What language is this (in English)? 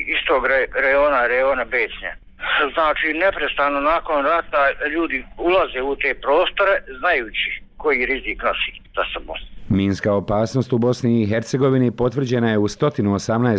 Bosnian